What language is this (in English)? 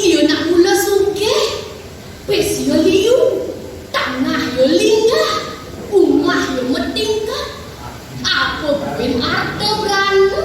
Balinese